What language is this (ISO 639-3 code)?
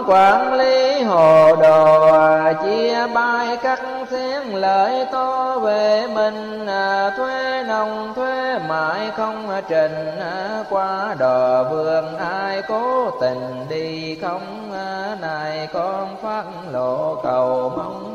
vie